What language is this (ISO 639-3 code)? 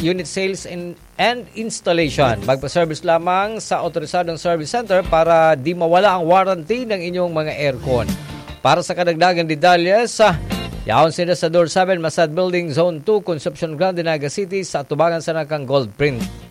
bik